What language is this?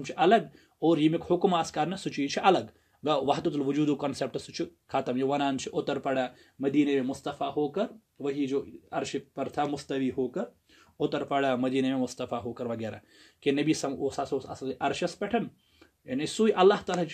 Kashmiri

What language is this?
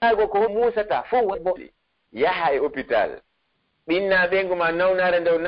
Pular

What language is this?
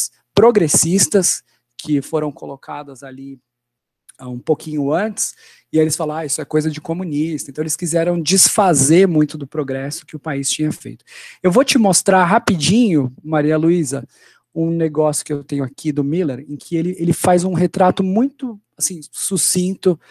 Portuguese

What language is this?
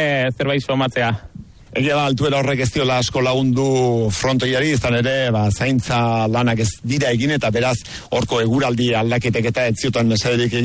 Basque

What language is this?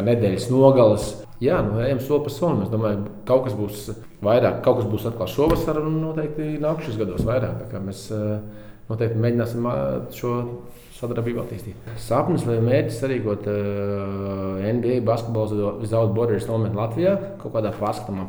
Latvian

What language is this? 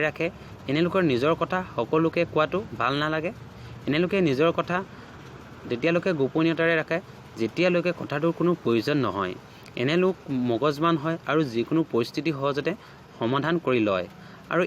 Assamese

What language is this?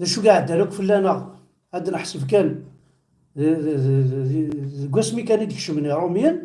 Kabyle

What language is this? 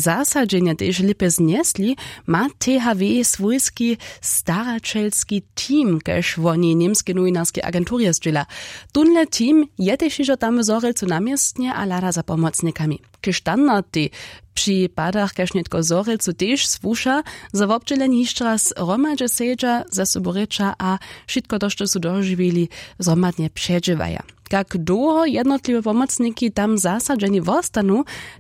Upper Sorbian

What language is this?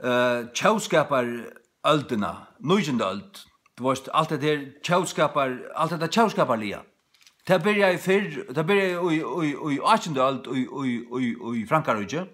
Faroese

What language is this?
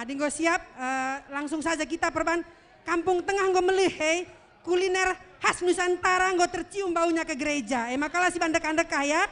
Batak Karo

